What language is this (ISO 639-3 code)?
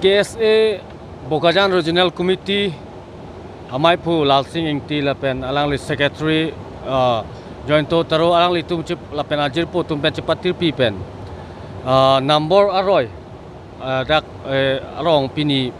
mjw